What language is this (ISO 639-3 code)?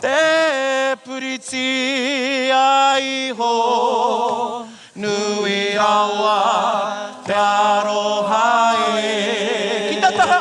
mri